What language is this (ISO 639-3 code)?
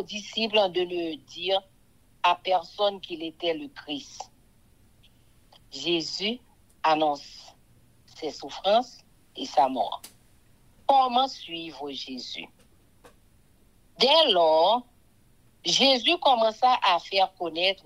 fra